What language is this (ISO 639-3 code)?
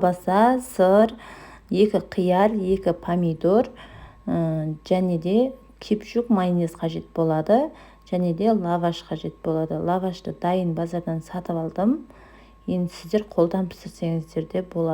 kaz